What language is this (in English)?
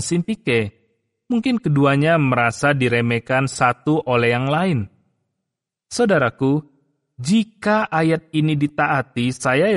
Indonesian